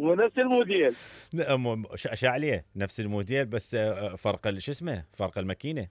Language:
Mesopotamian Arabic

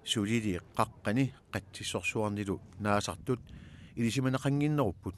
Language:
Kalaallisut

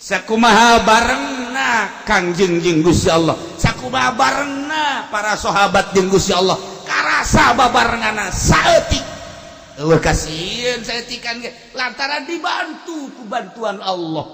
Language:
Sundanese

